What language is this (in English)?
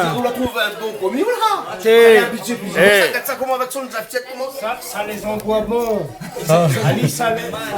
Réunion Creole French